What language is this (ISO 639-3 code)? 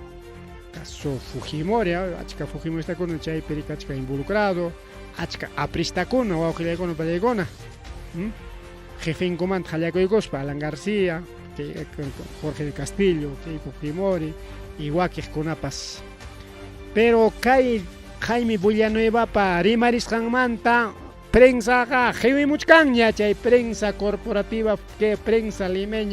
quy